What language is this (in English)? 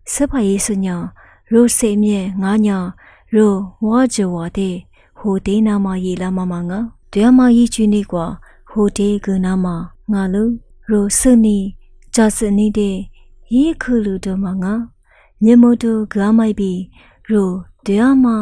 Lisu